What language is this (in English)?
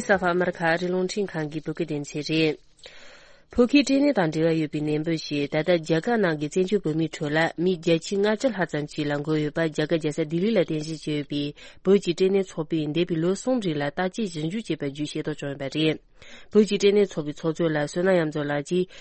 Tibetan